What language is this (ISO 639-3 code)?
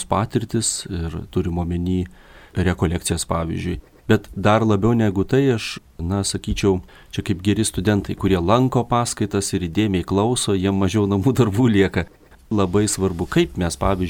lit